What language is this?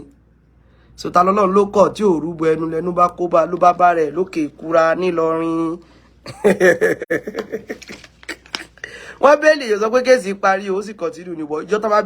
Yoruba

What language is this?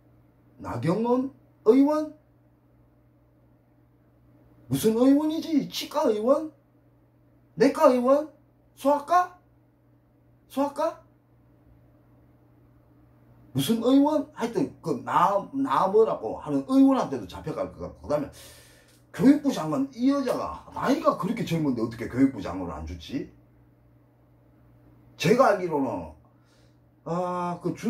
Korean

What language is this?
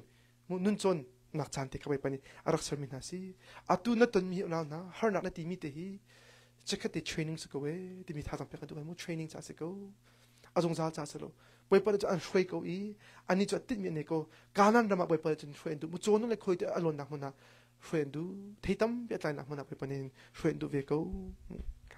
Hakha Chin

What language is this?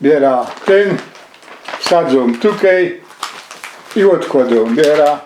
Silesian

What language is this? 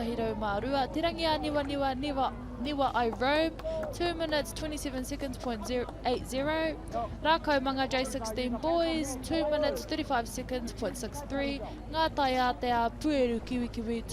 Māori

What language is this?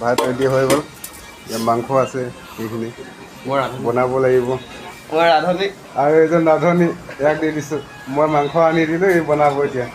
Assamese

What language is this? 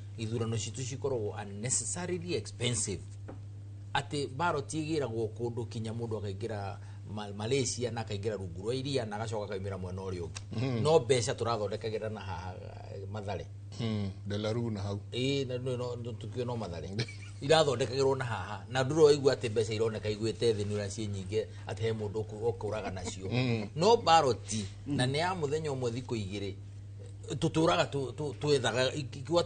Kikuyu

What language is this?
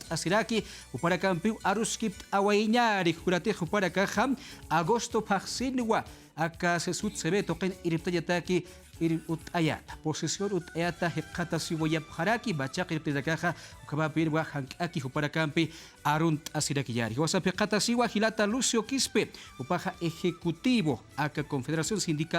Aymara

